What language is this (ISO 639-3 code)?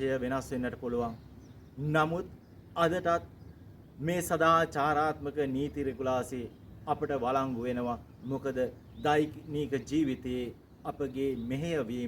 sin